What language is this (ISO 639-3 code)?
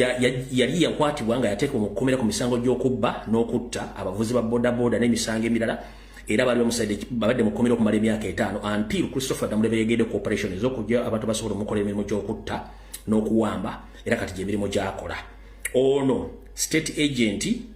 lug